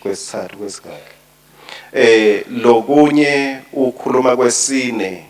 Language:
Swati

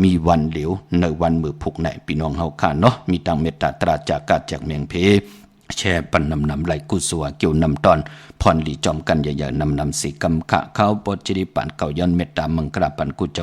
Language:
Shan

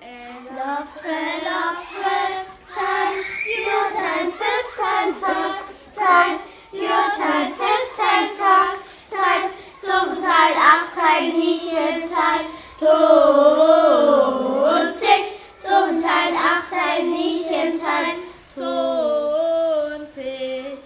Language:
Northern Frisian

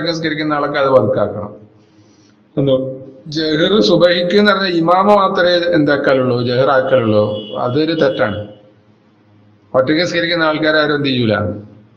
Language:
Malayalam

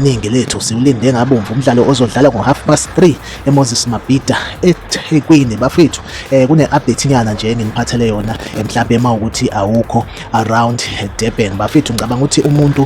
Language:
Zulu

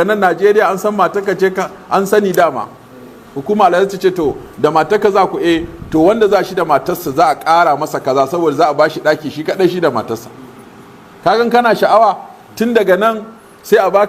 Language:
Hausa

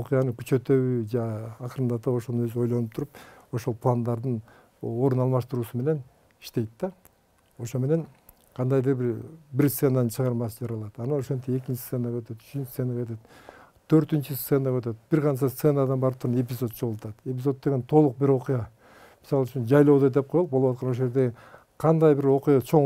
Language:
Kyrgyz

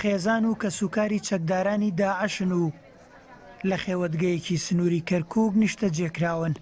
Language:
Central Kurdish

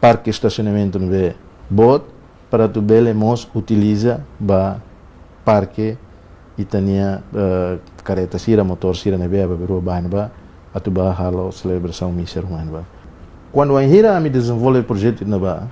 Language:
Tetum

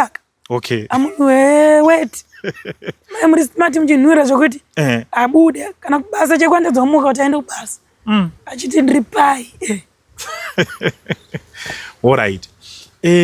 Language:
Shona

